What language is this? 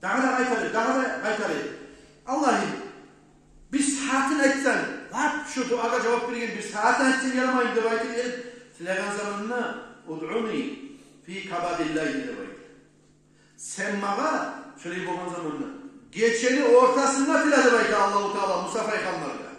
Kumyk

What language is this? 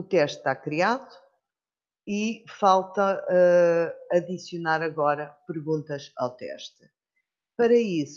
Portuguese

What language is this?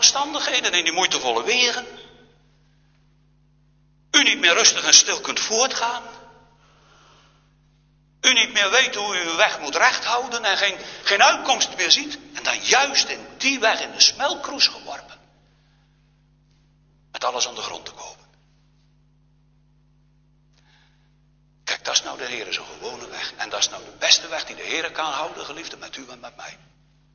Dutch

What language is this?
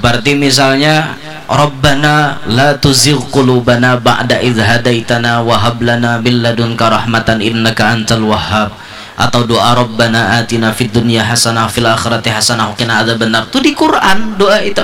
Banjar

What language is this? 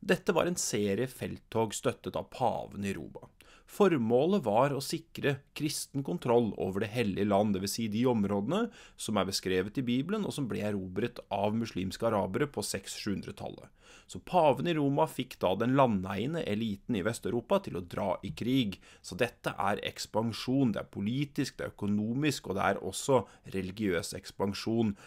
Norwegian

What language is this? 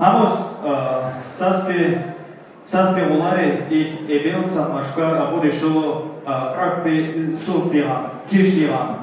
Tabassaran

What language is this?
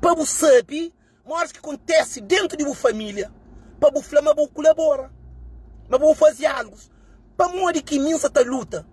Kabuverdianu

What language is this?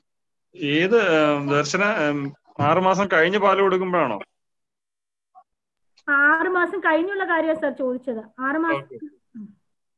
Malayalam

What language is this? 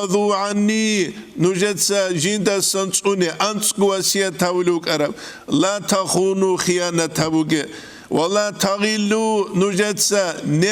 Avaric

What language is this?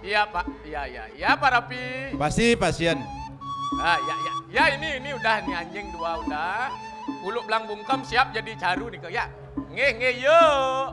Balinese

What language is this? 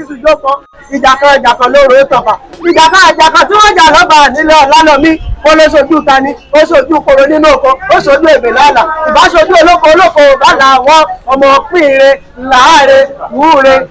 Yoruba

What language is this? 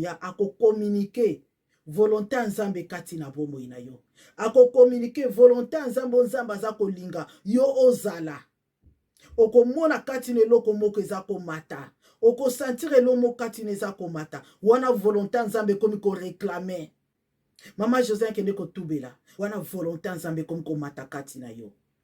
Lingala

